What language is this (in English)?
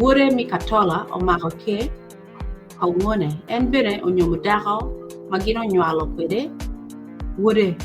Acoli